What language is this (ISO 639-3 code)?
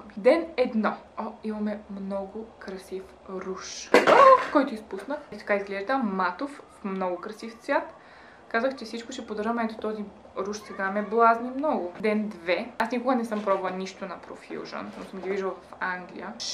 bul